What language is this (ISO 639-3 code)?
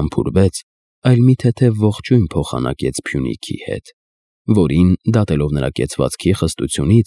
hye